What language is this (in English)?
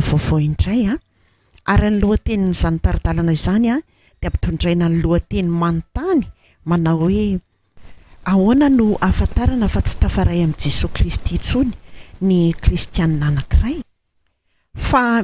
Malagasy